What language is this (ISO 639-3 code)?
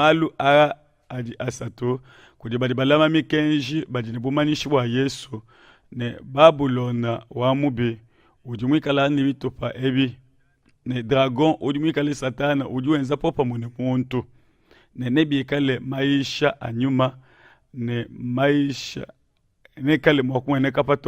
lua